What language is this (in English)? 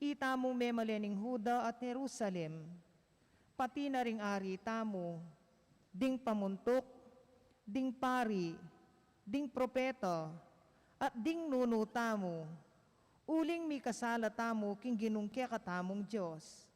Pampanga